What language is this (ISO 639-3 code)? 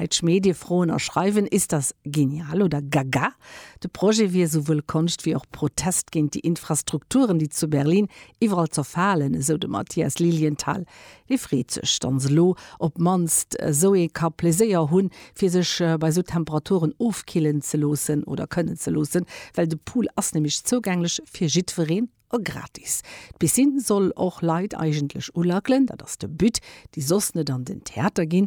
ltz